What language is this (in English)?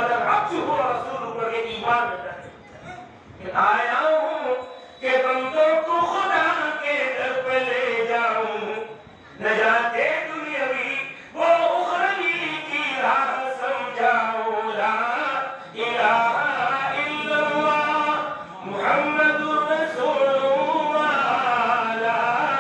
Urdu